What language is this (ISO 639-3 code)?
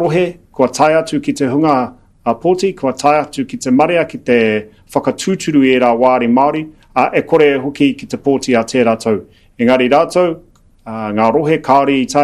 mri